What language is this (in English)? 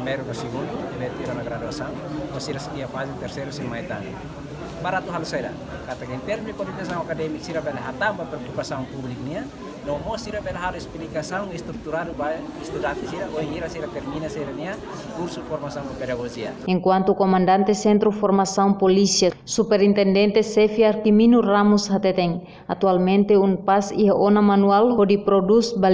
Tetum